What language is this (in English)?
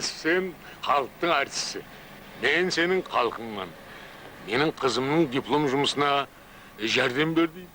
Kara-Kalpak